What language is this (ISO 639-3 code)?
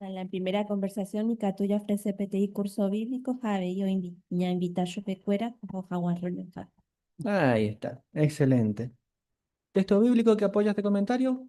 grn